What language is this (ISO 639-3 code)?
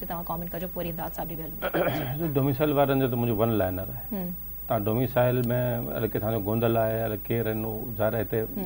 snd